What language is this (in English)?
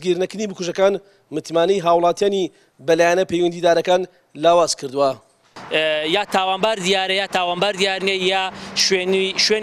Central Kurdish